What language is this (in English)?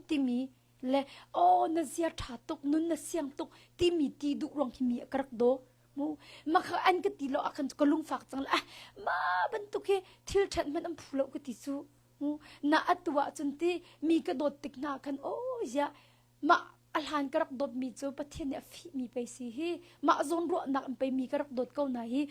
Hakha Chin